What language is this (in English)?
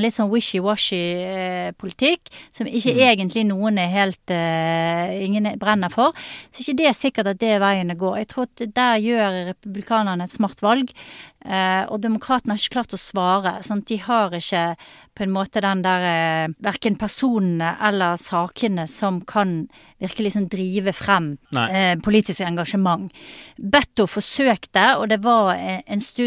Norwegian